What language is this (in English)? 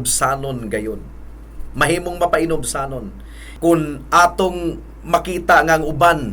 Cebuano